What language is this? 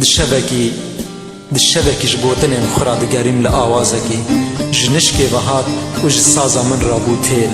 Kurdish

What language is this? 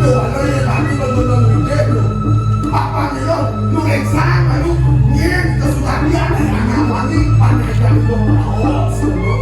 Balinese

